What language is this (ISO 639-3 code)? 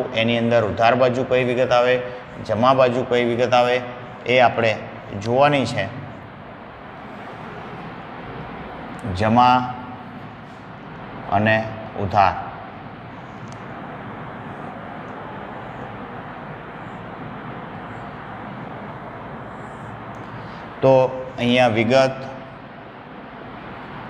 guj